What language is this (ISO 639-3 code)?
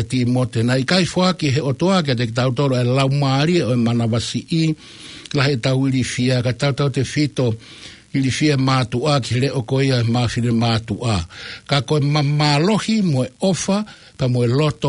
ton